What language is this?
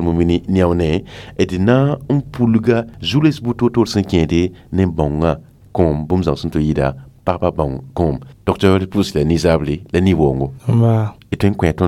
Mossi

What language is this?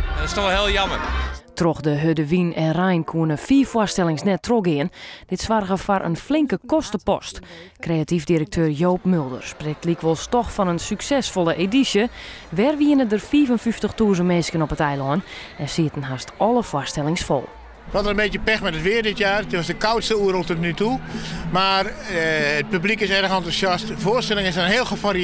Western Frisian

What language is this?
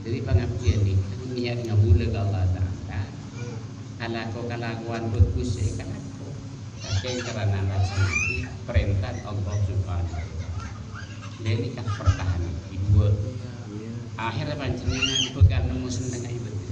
Madurese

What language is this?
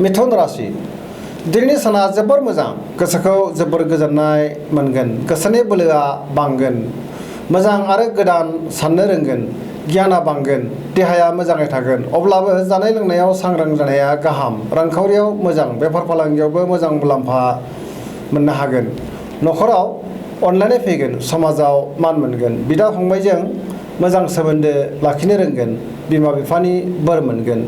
Bodo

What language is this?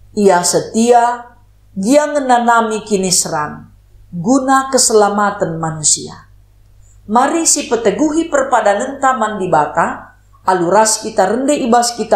Batak Karo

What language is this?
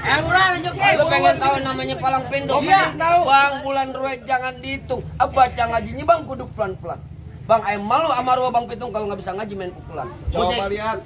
Betawi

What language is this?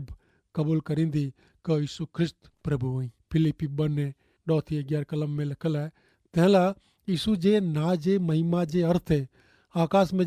Kachhi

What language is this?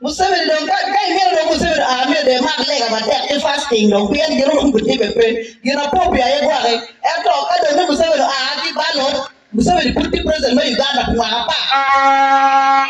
Acoli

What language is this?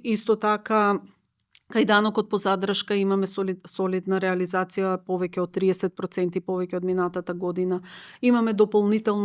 Macedonian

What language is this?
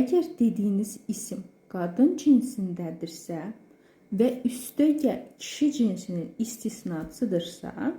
Azerbaijani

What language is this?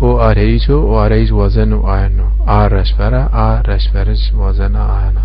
Zaza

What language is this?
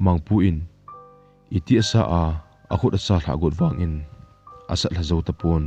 Thado Chin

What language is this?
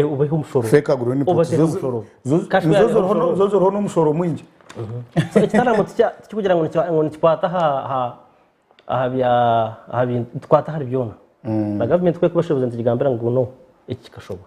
Nyankole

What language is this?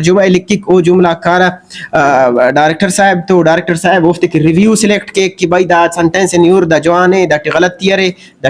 Brahui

